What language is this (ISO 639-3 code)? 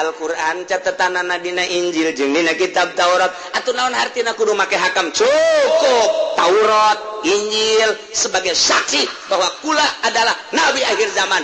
sun